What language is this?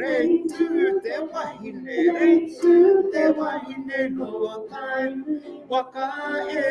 Māori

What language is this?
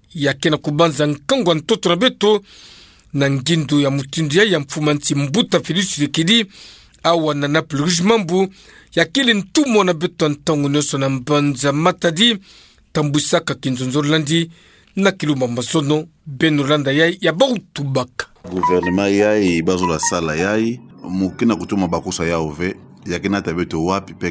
Kituba (Democratic Republic of Congo)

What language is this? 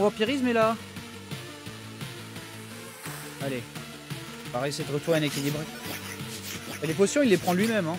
French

